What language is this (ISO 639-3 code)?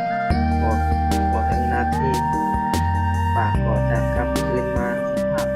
lao